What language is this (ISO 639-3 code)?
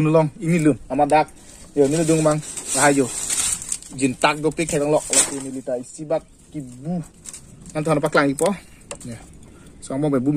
mjw